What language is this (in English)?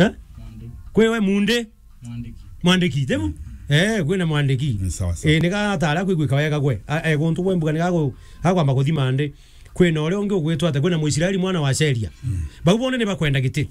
Meru